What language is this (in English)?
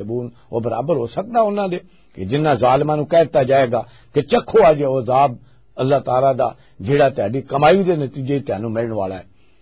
Western Panjabi